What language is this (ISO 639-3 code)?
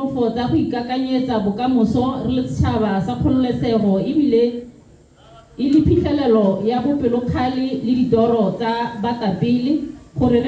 tsn